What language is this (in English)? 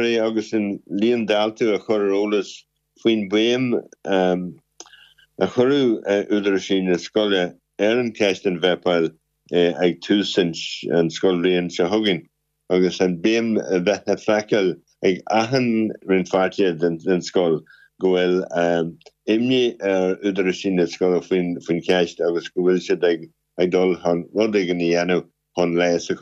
Irish